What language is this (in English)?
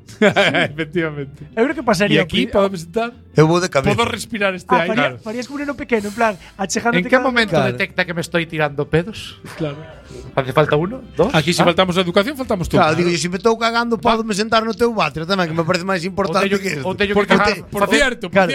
Galician